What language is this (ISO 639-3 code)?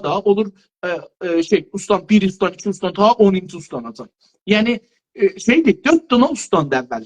azb